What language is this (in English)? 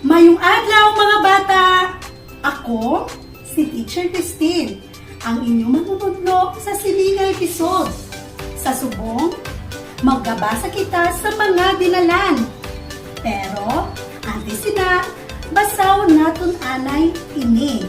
Hiligaynon